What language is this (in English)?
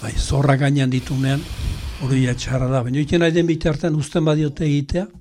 Basque